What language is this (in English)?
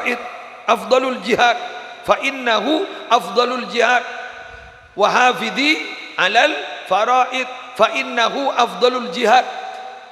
Madurese